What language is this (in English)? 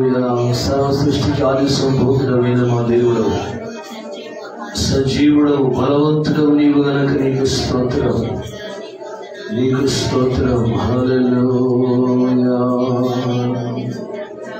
Telugu